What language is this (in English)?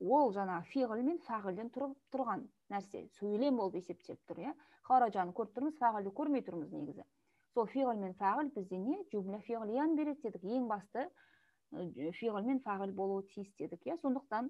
Kazakh